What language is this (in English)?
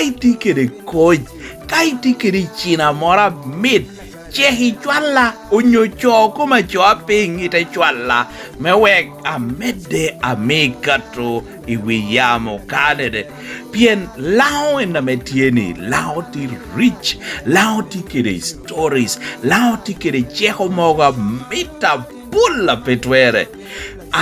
Lango (Uganda)